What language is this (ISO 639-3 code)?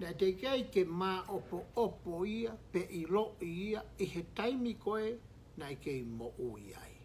ton